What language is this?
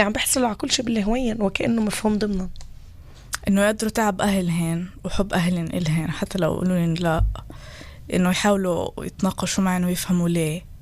North Levantine Arabic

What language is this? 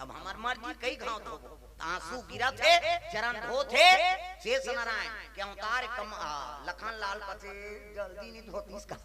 Chhattisgarhi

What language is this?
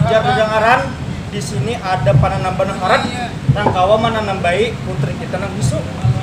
Banjar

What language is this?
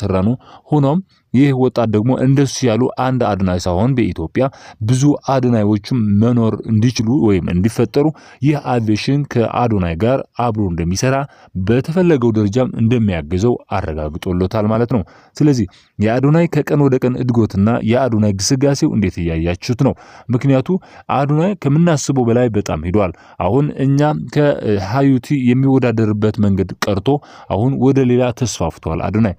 Amharic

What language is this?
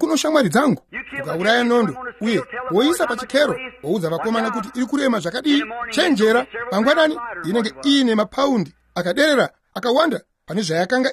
Shona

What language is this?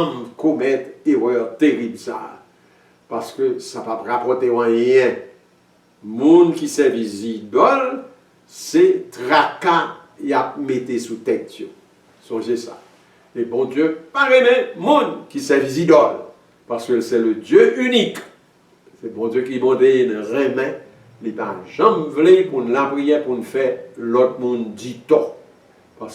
Haitian Creole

